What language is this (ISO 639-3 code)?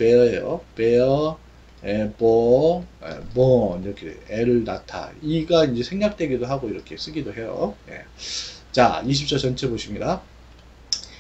kor